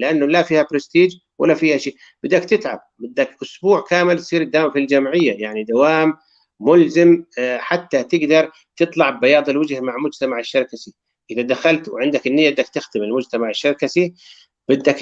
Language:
North Levantine Arabic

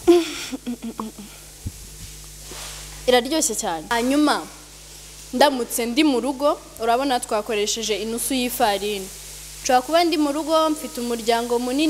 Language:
Kinyarwanda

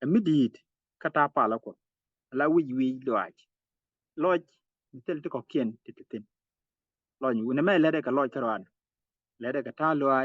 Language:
Nuer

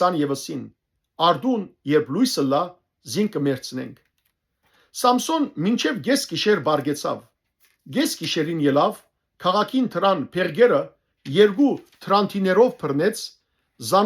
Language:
Western Armenian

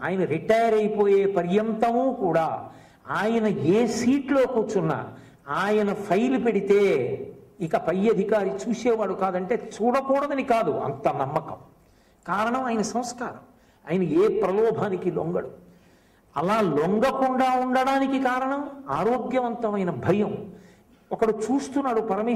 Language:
Telugu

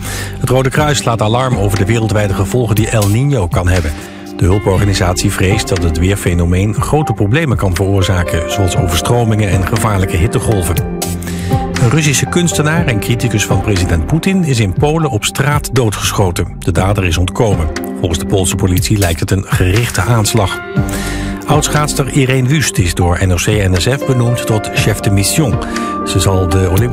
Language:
Dutch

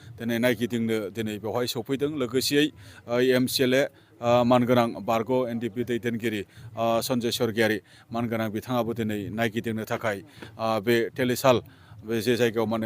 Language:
Bodo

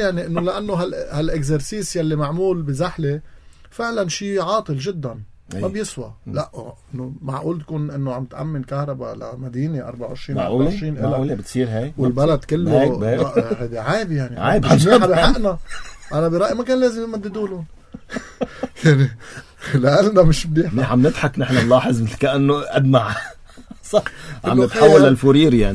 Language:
North Levantine Arabic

